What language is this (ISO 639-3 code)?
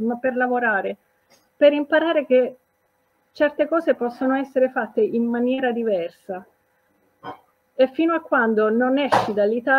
ita